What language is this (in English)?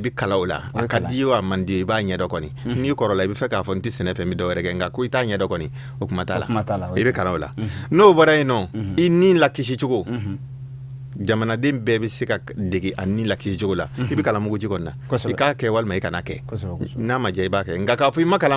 Bambara